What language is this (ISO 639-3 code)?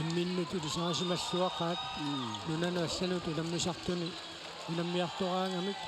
kal